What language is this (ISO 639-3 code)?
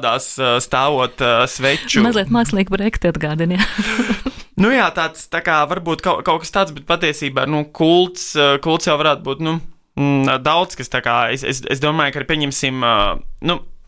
lav